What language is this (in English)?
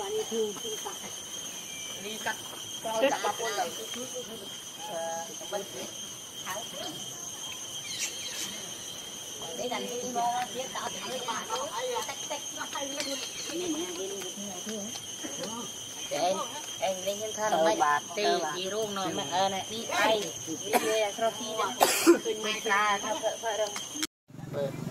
Vietnamese